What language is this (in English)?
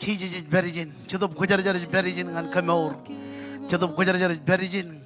Marshallese